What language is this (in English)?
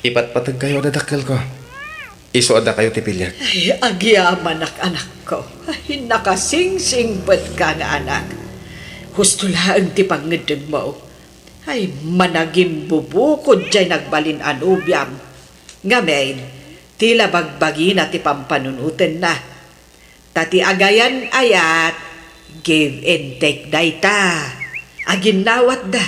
Iloko